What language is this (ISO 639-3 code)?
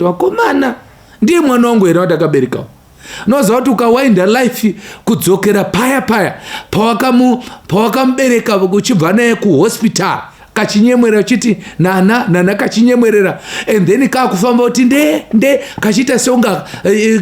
sna